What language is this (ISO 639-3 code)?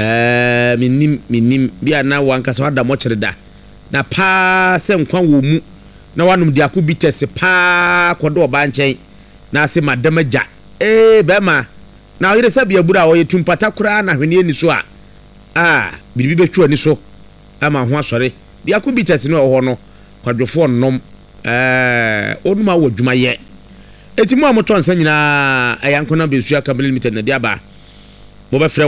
aka